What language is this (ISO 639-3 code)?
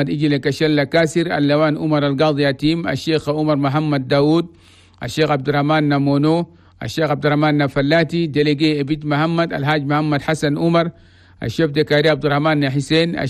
shu